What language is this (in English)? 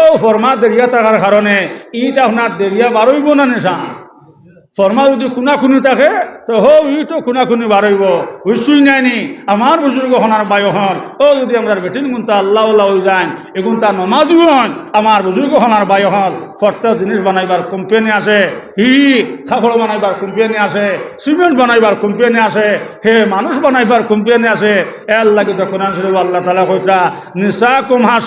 Sylheti